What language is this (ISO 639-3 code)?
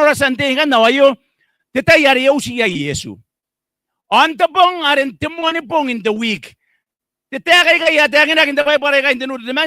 gil